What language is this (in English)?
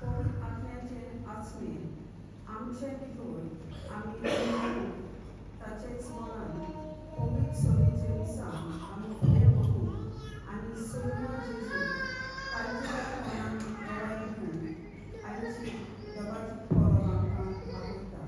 Konkani